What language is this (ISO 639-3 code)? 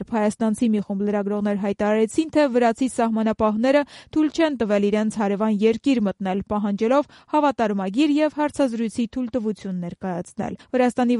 hye